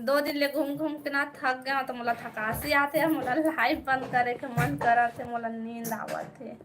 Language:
Chhattisgarhi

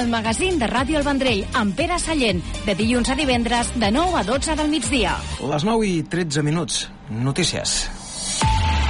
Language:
Catalan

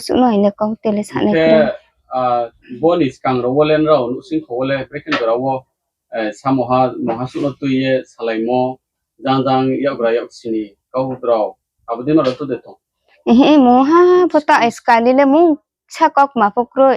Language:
Riang (India)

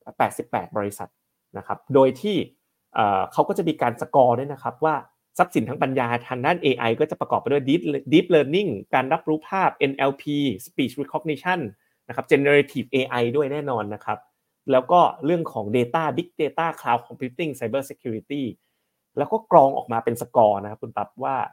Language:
Thai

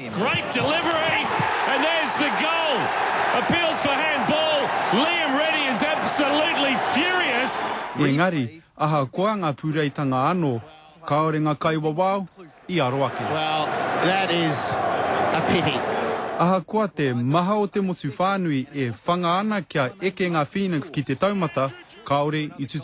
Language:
Māori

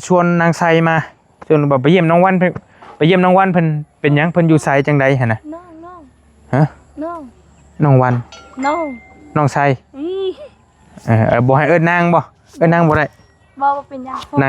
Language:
Northeastern Thai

